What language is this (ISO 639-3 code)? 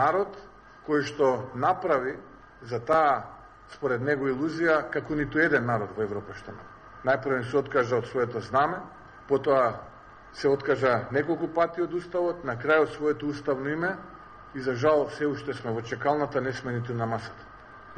mkd